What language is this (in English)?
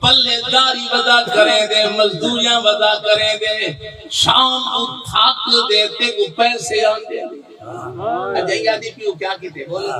Saraiki